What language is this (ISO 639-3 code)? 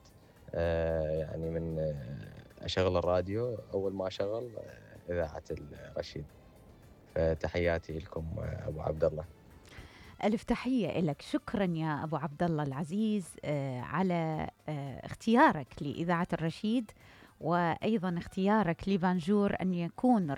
acm